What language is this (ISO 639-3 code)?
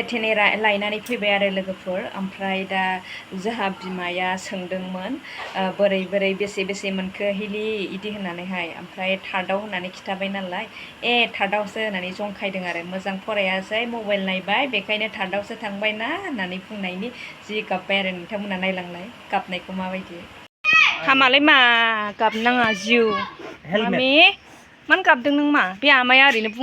brx